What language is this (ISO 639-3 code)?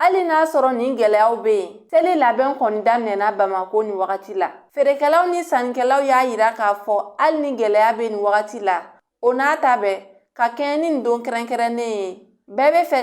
bam